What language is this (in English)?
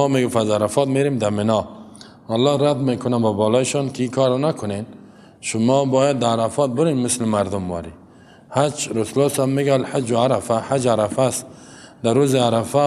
Persian